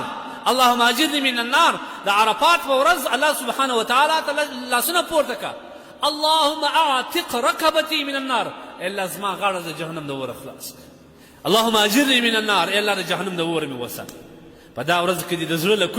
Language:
Pashto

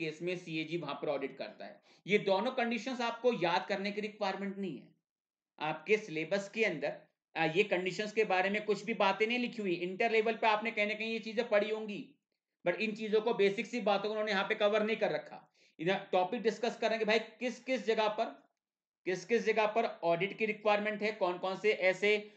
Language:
Hindi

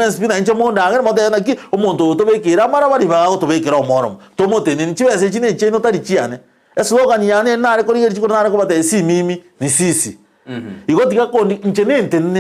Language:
Gusii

